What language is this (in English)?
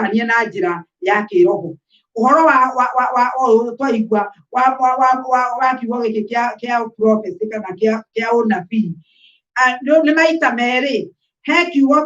Kikuyu